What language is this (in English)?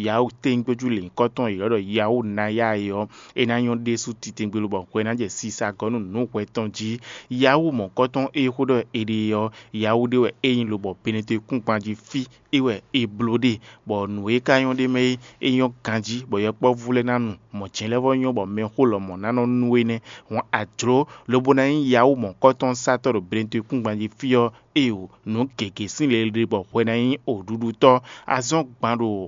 Fon